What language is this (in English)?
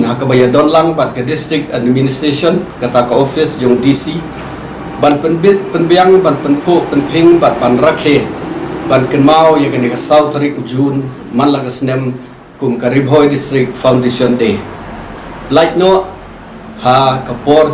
Khasi